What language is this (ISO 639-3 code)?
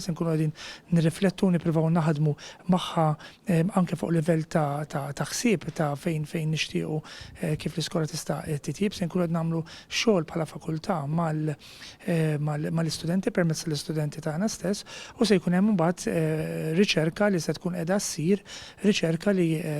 mlt